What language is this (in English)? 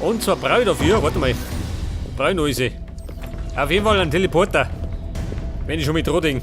Bavarian